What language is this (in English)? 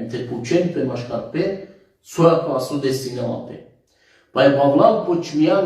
Balkan Romani